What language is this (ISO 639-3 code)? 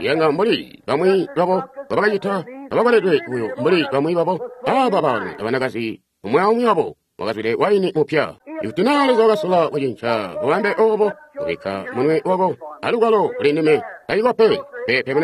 toi